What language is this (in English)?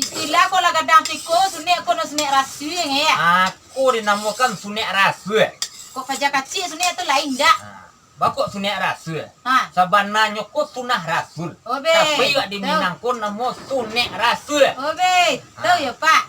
Minangkabau